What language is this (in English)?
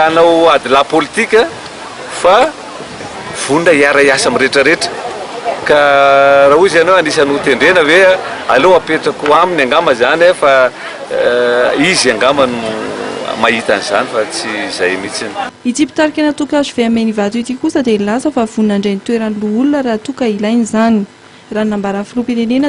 Malagasy